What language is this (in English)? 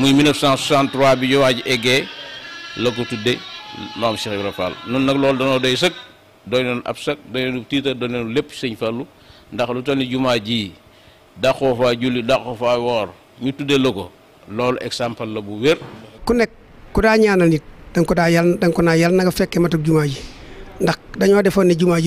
Wolof